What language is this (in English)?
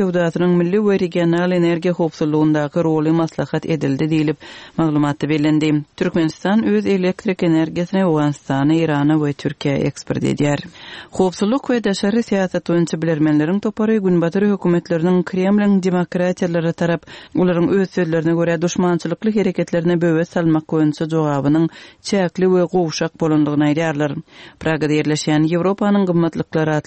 Turkmen